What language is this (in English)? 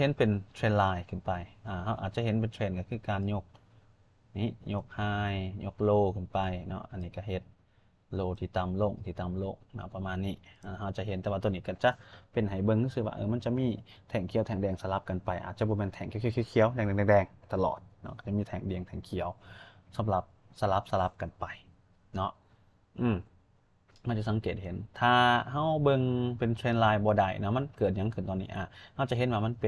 Lao